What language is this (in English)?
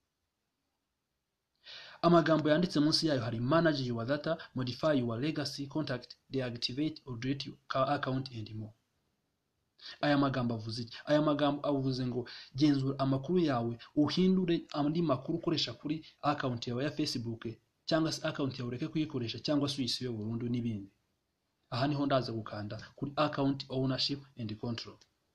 Kinyarwanda